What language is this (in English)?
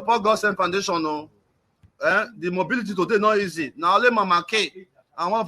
Nigerian Pidgin